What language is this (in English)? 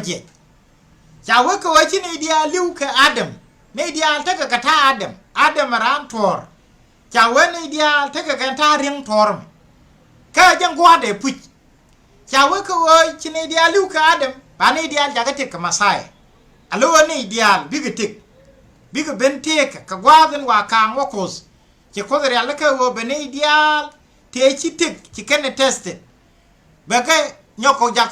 Nuer